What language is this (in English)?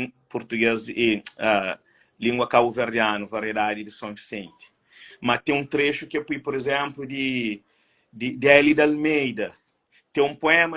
Kabuverdianu